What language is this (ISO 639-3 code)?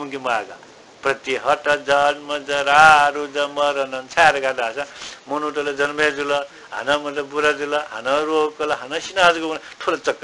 new